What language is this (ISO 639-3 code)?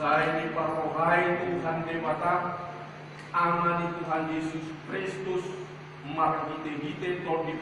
bbc